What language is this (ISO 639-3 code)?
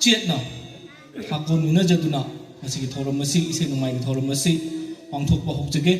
mni